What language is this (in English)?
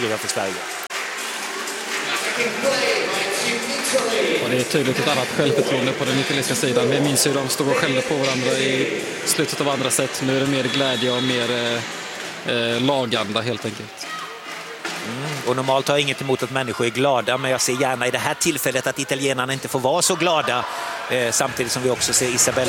Swedish